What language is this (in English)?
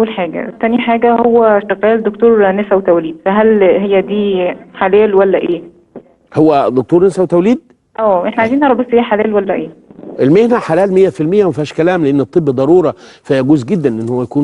Egyptian Arabic